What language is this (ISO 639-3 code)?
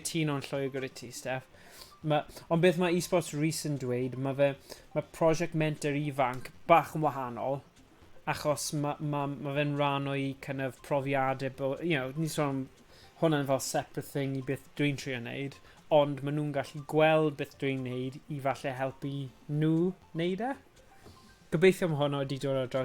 cym